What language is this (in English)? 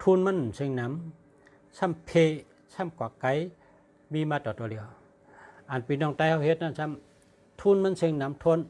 Shan